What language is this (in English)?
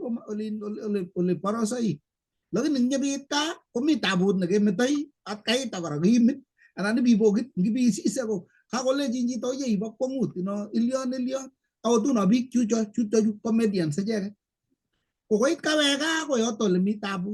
Kalenjin